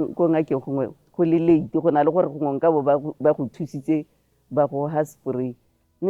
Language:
Tswana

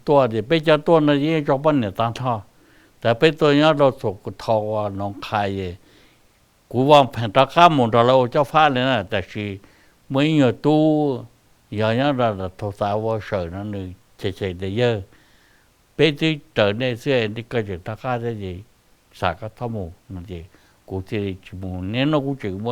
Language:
Hmong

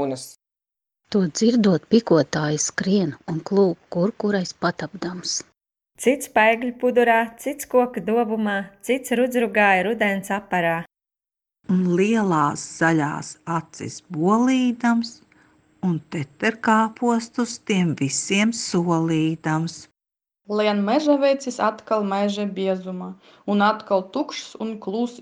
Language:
Latvian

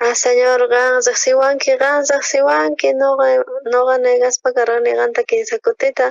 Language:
South Bolivian Quechua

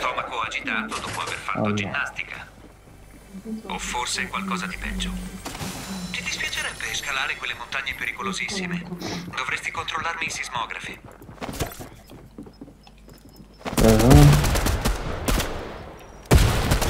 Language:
Italian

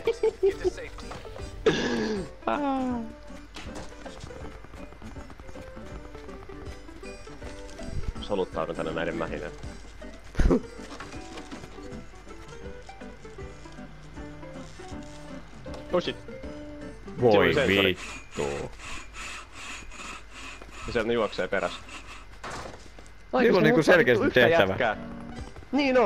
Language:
Finnish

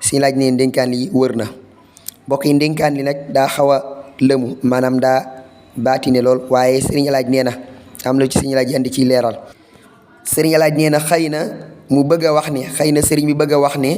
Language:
Wolof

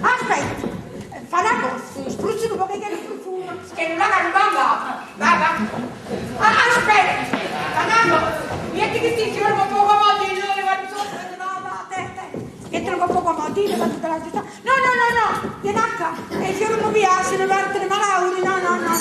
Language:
Neapolitan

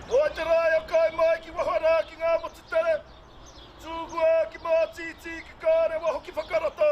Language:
Māori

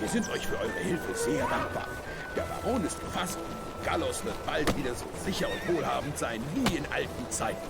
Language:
Bavarian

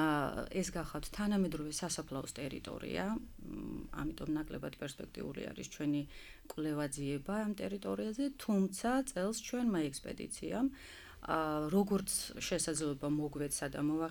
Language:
Georgian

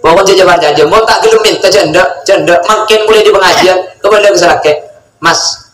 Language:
Madurese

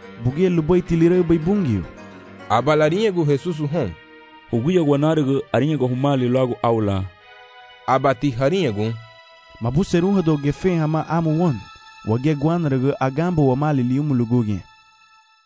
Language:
Garifuna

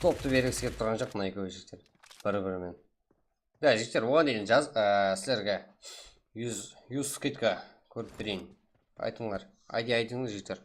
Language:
Kara-Kalpak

